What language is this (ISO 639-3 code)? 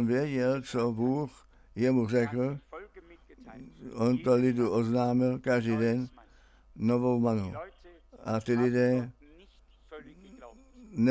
ces